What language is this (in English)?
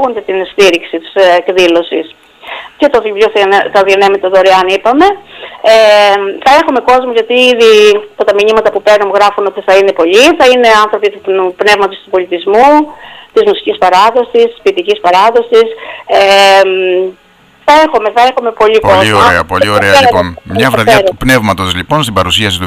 Greek